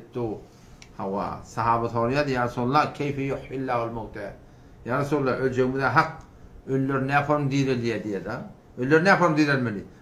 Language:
Turkmen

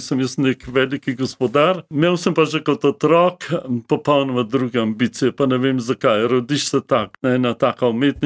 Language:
Slovenian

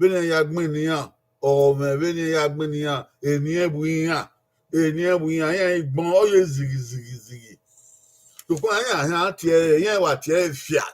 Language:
Bini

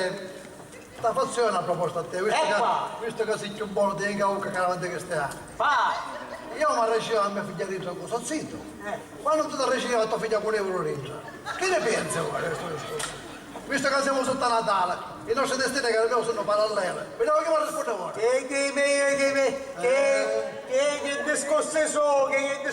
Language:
Sicilian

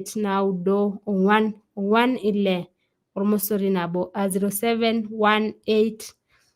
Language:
Masai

